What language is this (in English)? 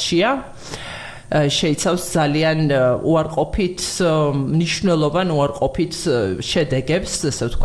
Georgian